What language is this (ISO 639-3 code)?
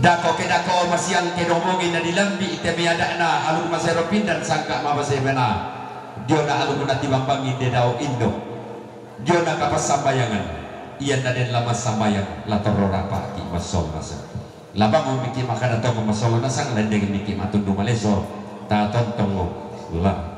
sda